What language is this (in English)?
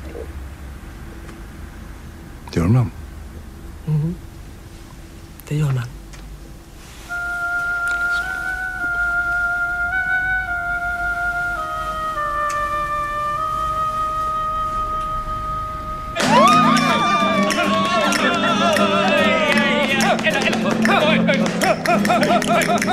Swedish